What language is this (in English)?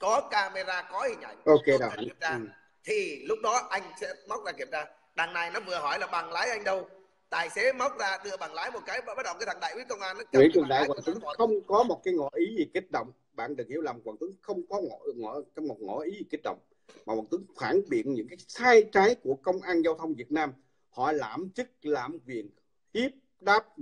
Vietnamese